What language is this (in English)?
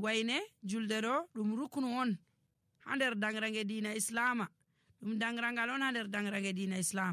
Nigerian Fulfulde